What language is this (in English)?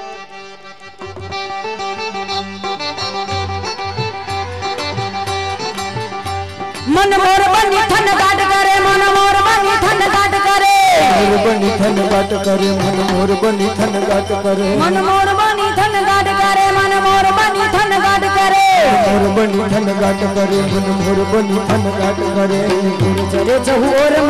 Gujarati